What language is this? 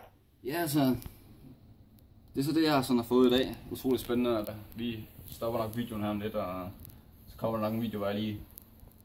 Danish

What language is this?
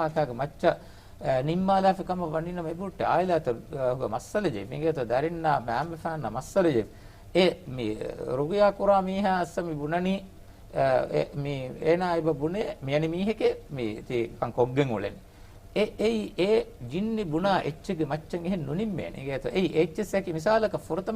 Divehi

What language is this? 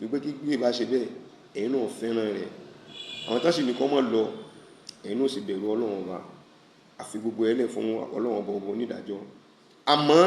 Yoruba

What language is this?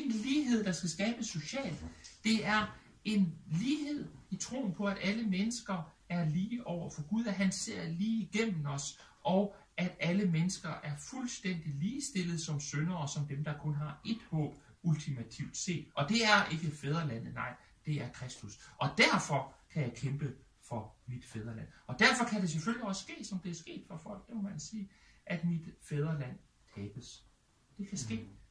Danish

